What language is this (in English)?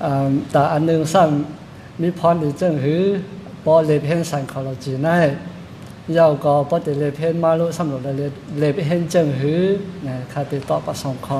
Shan